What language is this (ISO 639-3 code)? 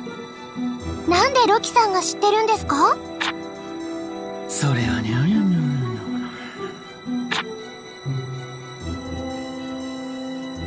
jpn